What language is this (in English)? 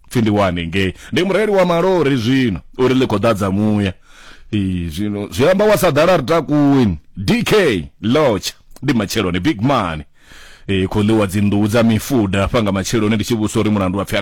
Venda